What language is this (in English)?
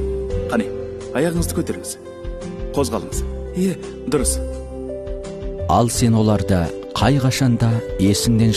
Kazakh